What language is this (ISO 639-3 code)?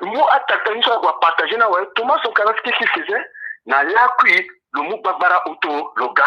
sag